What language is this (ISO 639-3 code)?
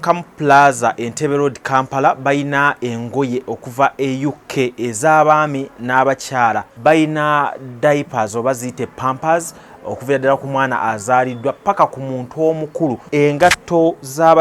lug